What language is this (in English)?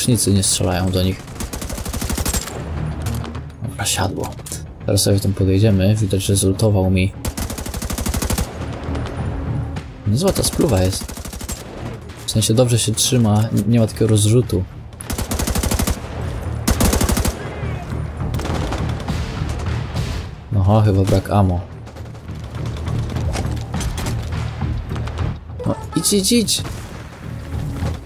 Polish